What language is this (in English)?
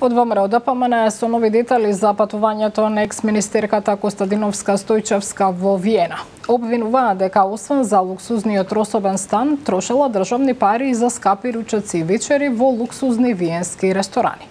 Macedonian